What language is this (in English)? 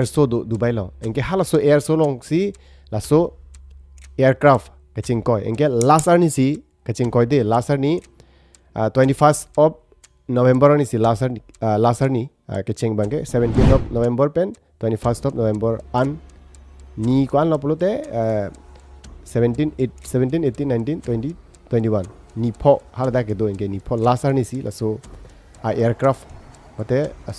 Karbi